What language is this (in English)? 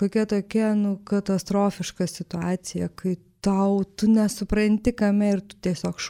Lithuanian